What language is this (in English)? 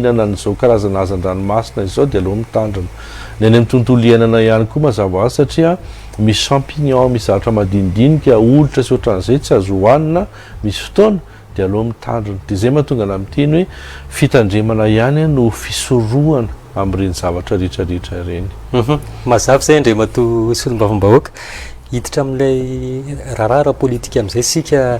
Malagasy